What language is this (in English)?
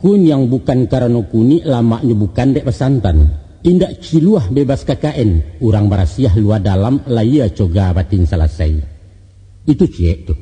Minangkabau